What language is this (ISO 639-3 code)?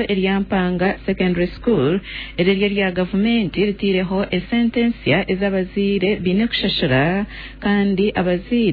nyn